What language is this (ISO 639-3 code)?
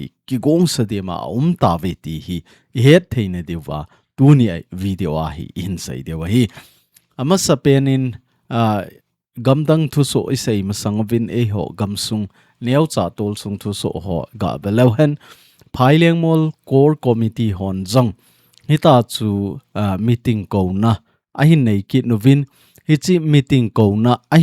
tcz